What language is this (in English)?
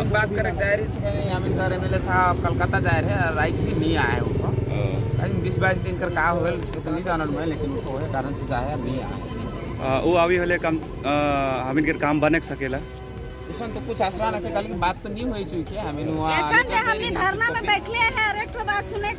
Sadri